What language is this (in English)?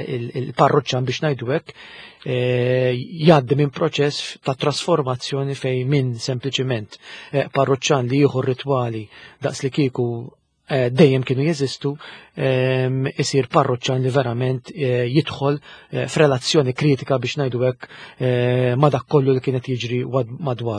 Maltese